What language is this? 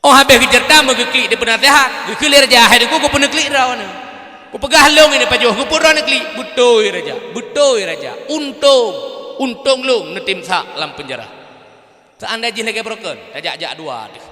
Achinese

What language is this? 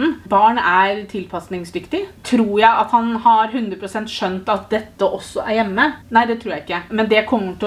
Norwegian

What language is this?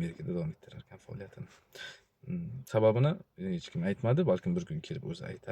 Uzbek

